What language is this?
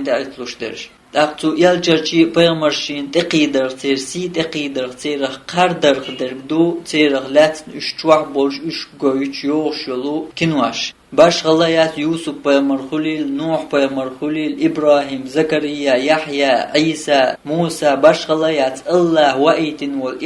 Chechen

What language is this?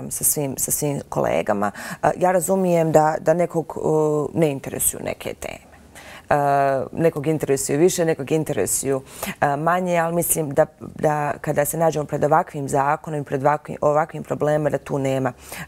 Bosnian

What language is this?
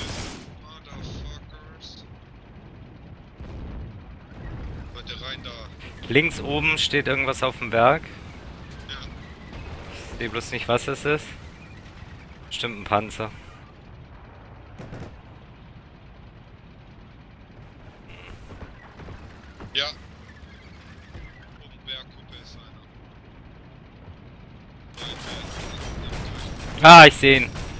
German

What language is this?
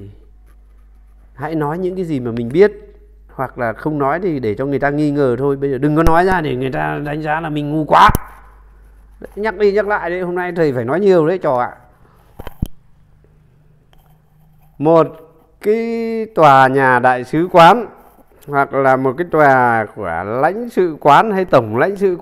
Vietnamese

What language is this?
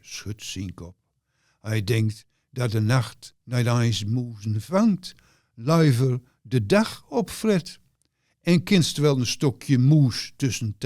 Gronings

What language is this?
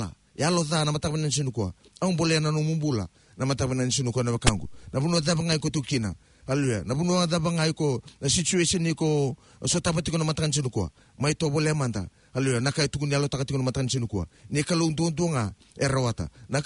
Fijian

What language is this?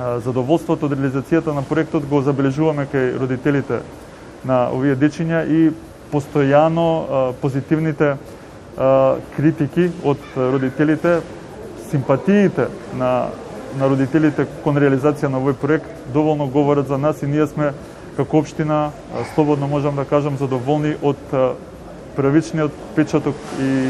Macedonian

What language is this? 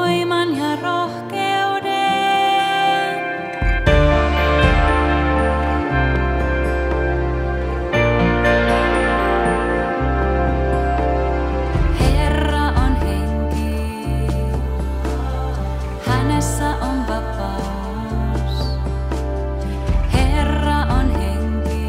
Finnish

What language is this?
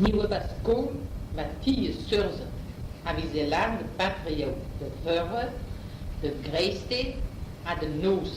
Breton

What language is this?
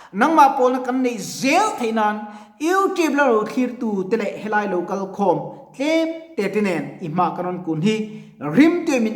Mizo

